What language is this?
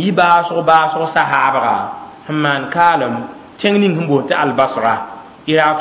Mossi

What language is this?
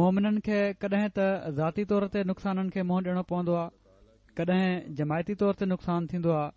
Sindhi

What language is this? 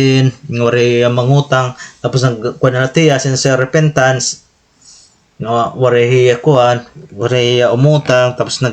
Waray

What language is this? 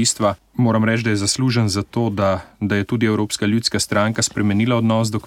Slovenian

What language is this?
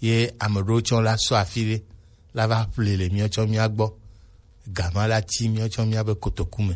Gen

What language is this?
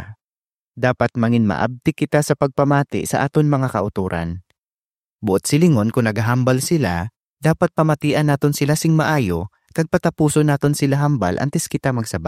Hiligaynon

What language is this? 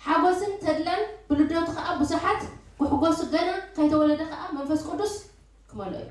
Tigrinya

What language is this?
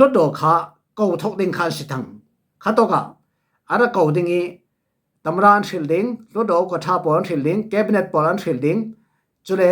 Falam Chin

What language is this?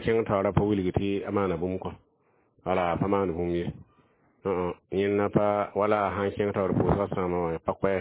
Mossi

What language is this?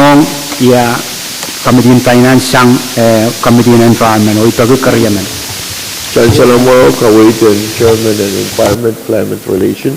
Pohnpeian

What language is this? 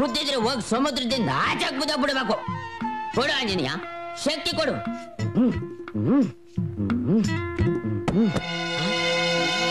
Kannada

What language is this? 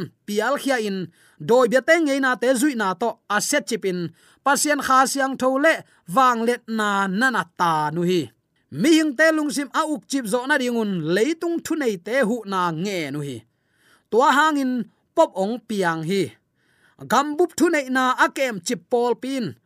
Tedim Chin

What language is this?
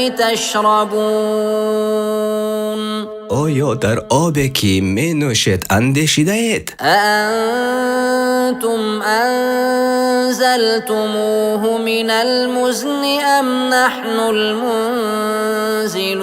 Tajik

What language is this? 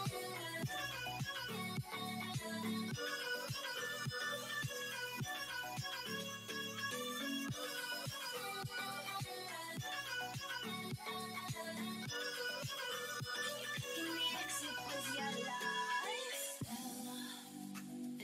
English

